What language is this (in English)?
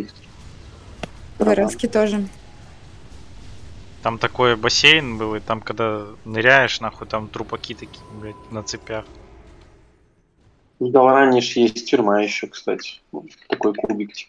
Russian